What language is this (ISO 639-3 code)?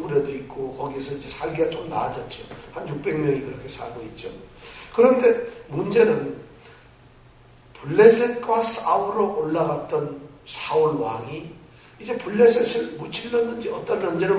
kor